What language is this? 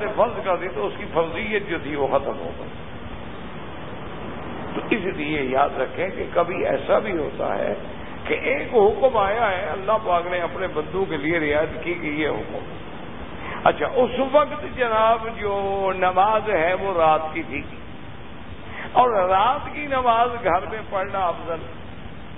Urdu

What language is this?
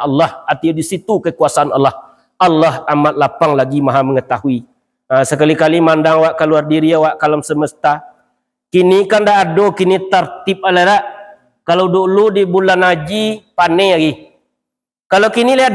Minangkabau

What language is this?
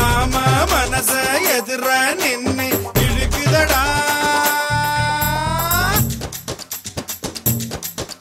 Tamil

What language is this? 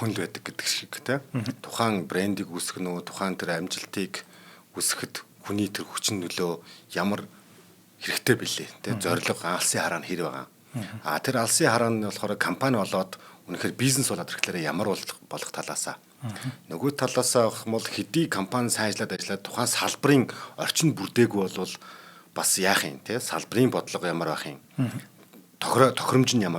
Mongolian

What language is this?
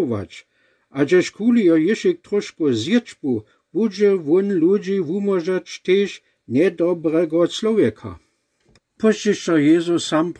Lower Sorbian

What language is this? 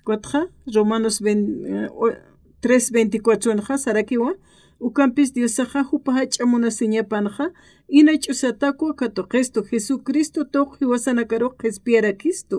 Aymara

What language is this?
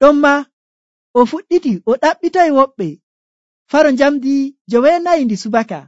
Nigerian Fulfulde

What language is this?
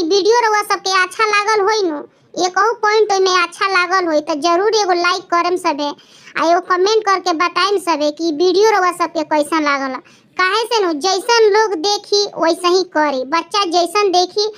Bhojpuri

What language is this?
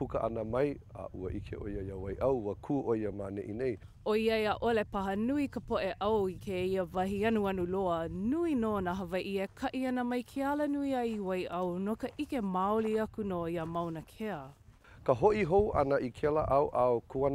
Hawaiian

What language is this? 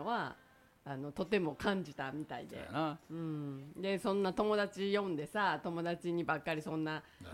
Japanese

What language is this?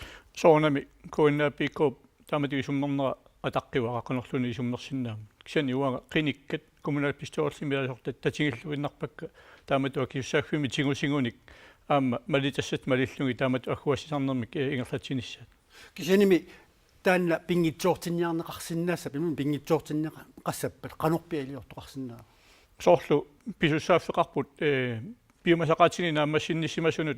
Kalaallisut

